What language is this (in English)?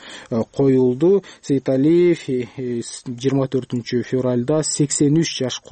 Kyrgyz